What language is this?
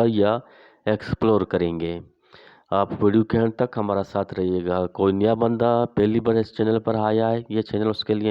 Eastern Balochi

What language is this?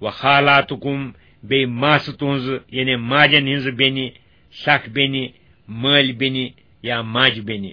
Kashmiri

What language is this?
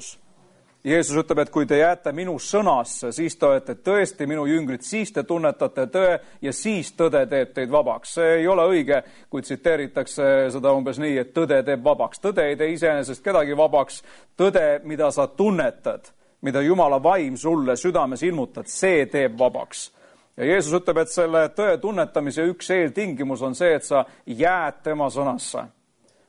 Estonian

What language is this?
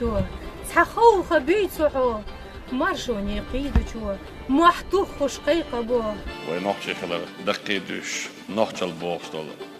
Chechen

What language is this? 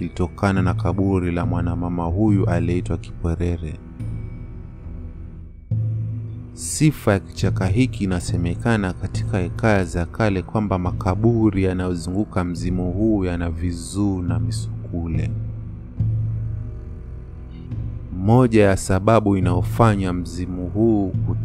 Swahili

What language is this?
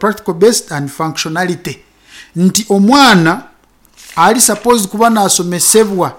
Nyankole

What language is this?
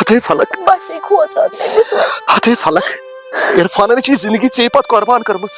Kashmiri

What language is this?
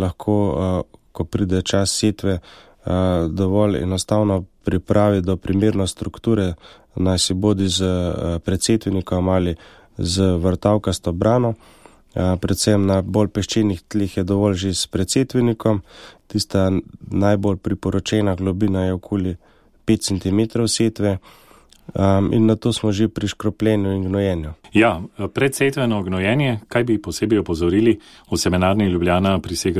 Slovenian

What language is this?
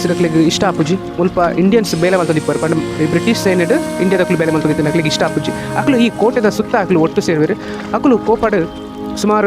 Tulu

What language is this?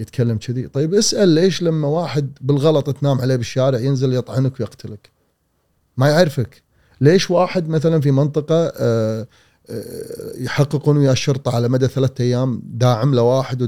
Gulf Arabic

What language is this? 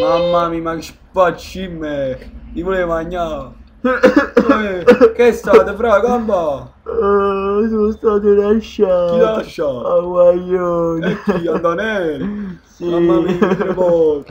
Neapolitan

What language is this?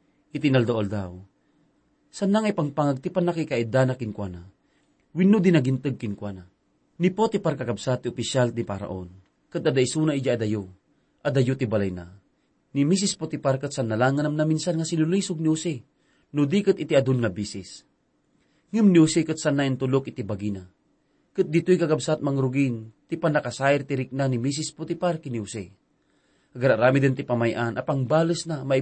Iloko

